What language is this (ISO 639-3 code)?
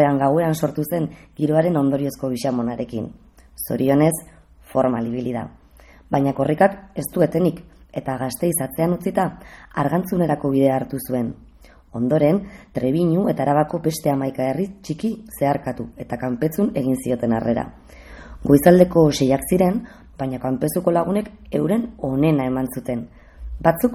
eus